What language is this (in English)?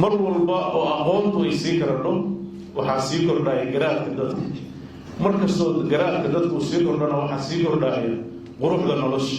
Somali